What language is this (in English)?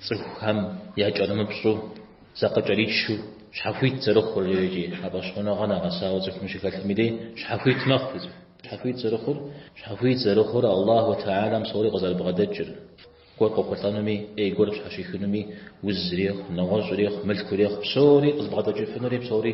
Kabardian